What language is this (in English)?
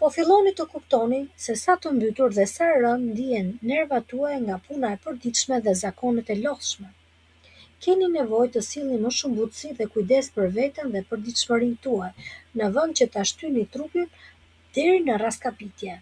Albanian